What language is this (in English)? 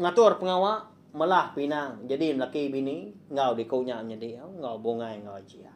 Iban